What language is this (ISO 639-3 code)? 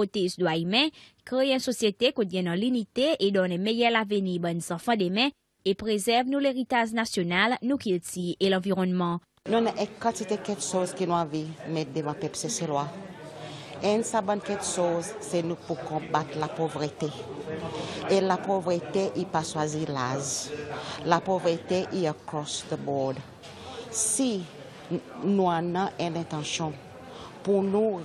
crs